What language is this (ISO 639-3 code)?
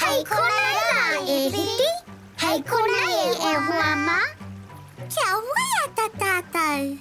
mri